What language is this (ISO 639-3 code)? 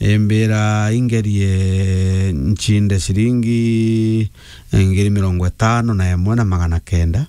mer